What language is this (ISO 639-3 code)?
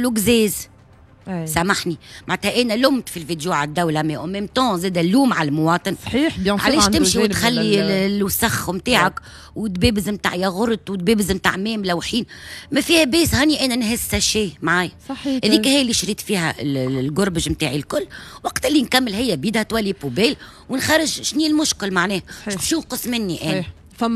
aeb